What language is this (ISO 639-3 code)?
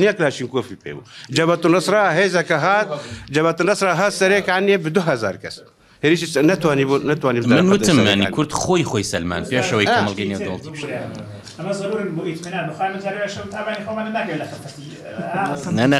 ckb